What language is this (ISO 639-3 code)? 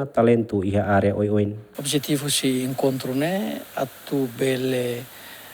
tet